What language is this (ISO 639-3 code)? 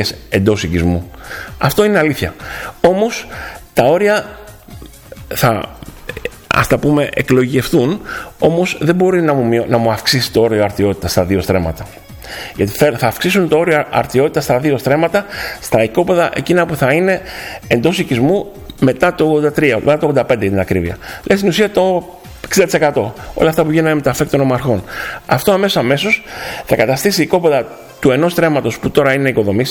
ell